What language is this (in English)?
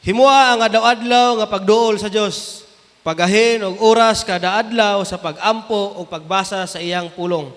Cebuano